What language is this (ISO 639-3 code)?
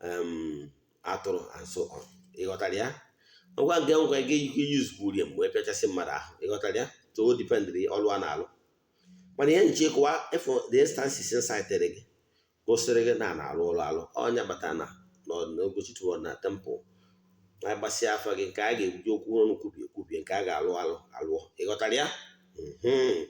ibo